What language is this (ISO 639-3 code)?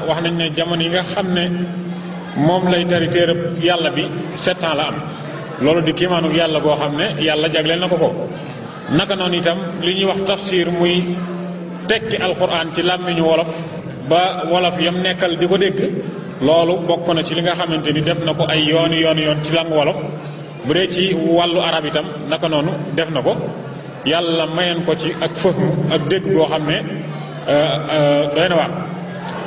wol